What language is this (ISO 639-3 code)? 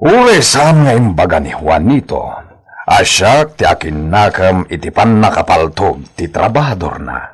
ilo